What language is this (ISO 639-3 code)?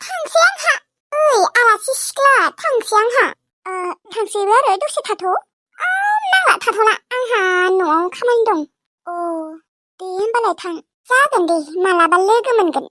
brx